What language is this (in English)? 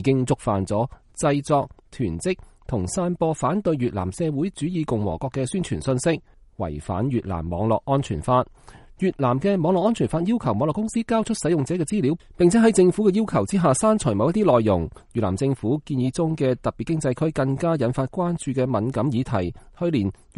Cantonese